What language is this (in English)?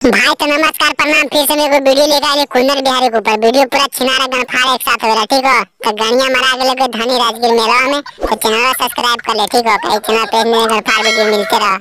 Magahi